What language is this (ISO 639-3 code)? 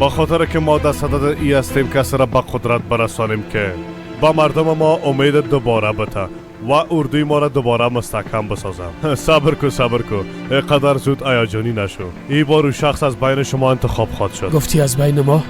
fas